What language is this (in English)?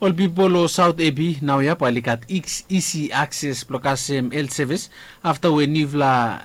Bislama